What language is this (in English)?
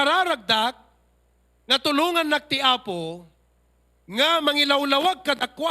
Iloko